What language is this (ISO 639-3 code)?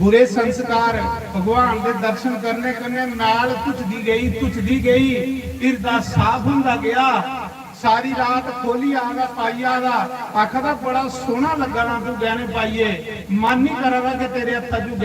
doi